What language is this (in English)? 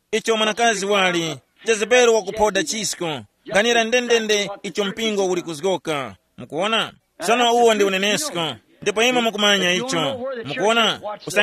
Tumbuka